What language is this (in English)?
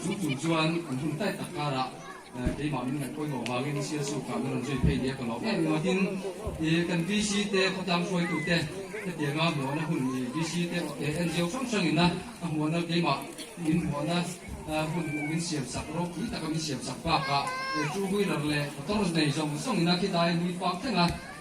Mizo